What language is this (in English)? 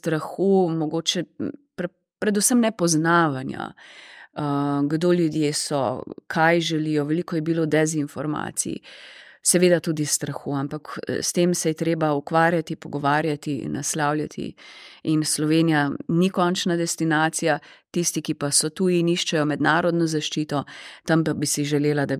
Slovenian